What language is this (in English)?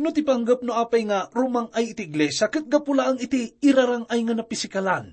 Iloko